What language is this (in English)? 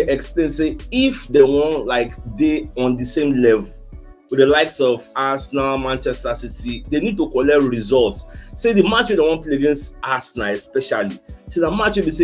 Nigerian Pidgin